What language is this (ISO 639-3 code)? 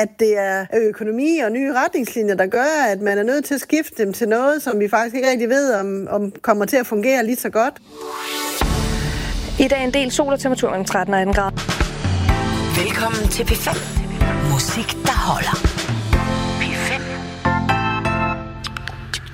dan